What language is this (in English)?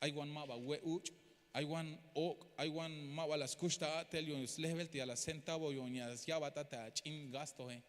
Tzeltal